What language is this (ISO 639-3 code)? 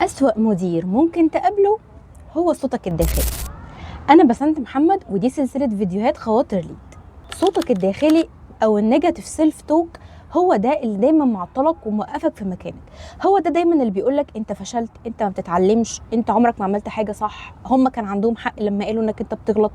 arz